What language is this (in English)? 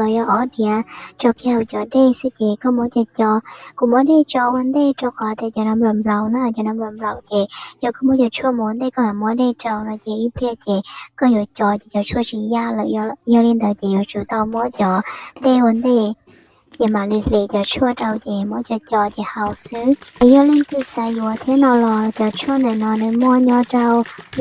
Hmong